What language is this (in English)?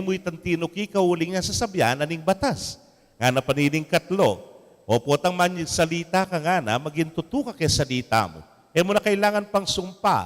Pampanga